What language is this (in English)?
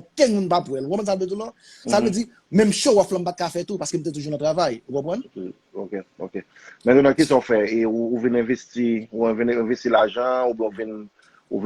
Haitian Creole